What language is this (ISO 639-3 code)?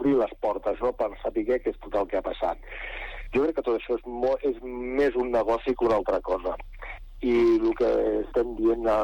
cat